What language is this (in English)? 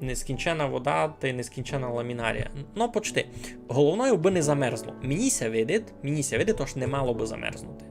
Rusyn